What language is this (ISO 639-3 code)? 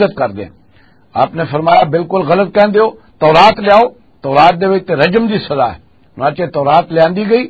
lah